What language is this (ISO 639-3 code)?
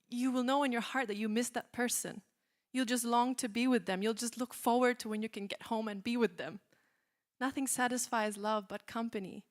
eng